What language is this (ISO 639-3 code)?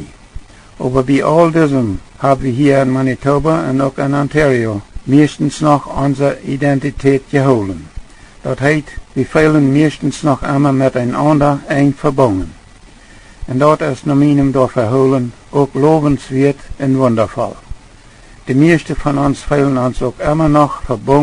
pdt